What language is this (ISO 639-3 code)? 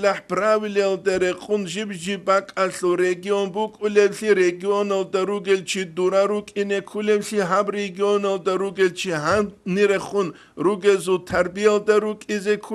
ava